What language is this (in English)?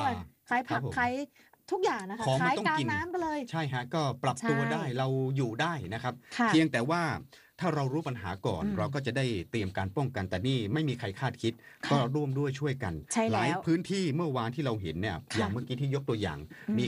Thai